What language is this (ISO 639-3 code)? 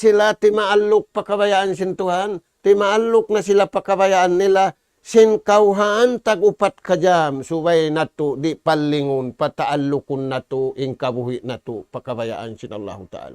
tsg